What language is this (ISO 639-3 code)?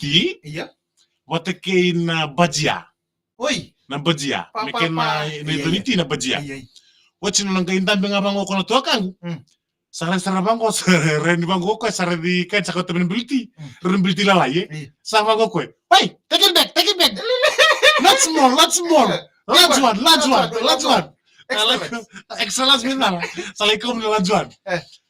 fij